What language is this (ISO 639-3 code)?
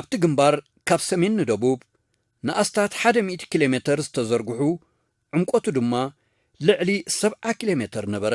tir